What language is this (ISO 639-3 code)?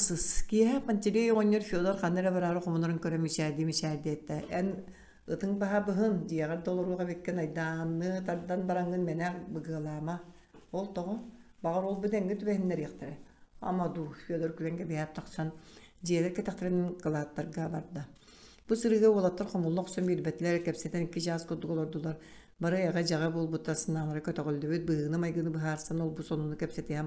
sah